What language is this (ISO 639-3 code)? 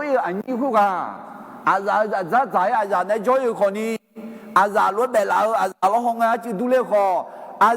ahk